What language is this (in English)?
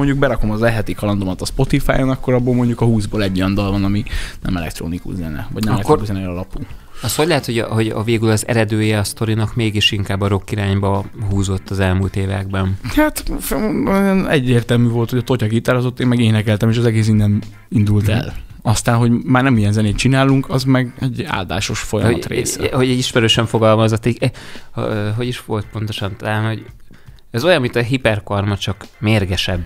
Hungarian